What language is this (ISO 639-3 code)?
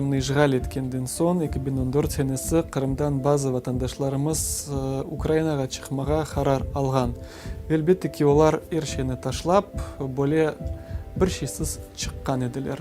crh